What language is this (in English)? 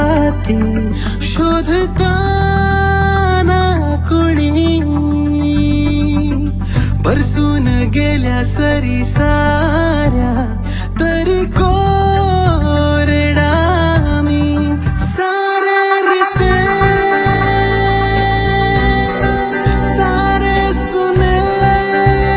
Marathi